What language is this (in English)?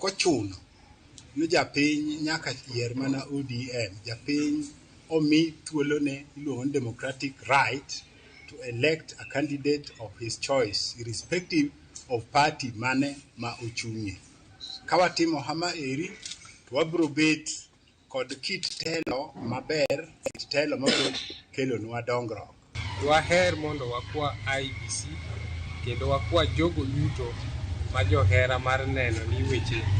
Luo (Kenya and Tanzania)